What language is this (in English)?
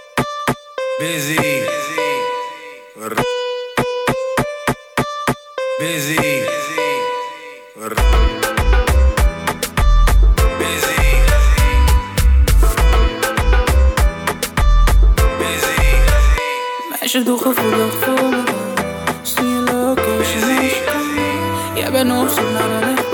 Dutch